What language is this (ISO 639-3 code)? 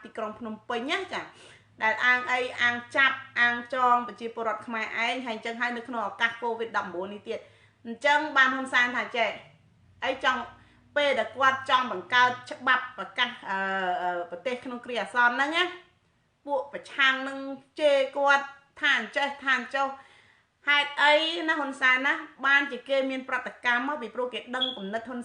khm